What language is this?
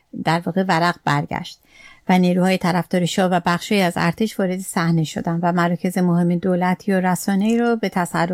Persian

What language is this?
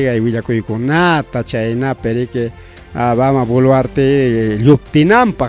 Ayacucho Quechua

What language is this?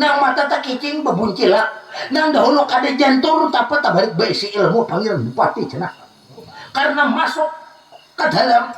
Banjar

